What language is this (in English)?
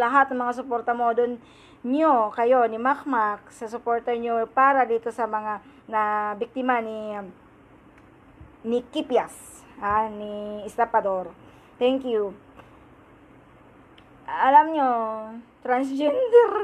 Filipino